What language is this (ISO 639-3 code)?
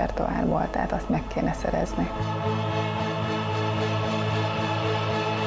hun